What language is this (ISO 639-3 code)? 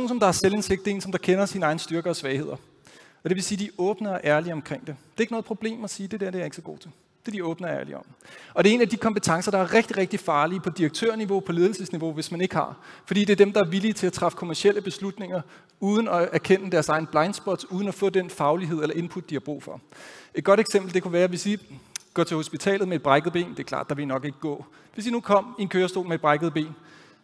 dan